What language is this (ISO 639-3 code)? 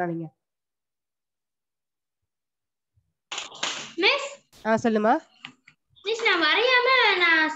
tam